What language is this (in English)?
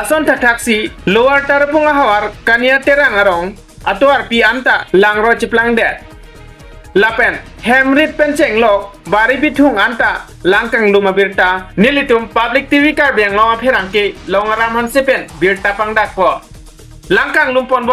Karbi